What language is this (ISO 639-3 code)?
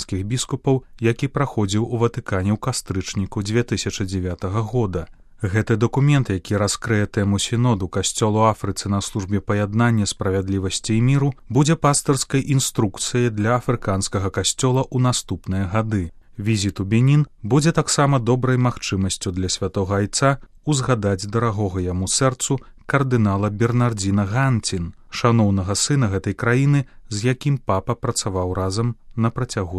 bel